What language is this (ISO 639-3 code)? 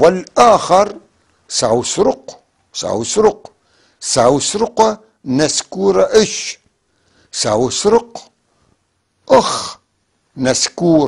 apc